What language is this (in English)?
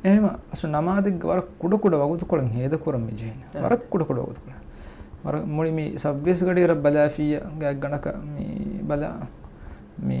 Divehi